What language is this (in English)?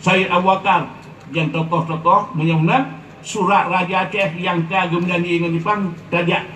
Achinese